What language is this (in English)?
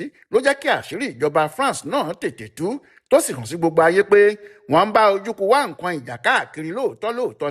Yoruba